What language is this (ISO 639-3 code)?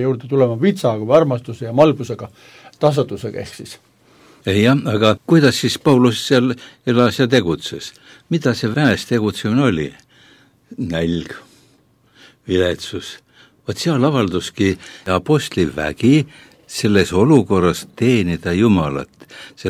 est